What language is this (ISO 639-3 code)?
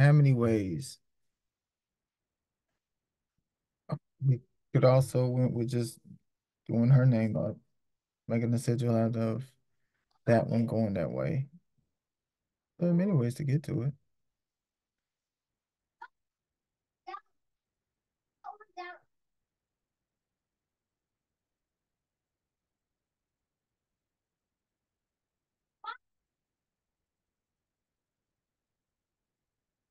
eng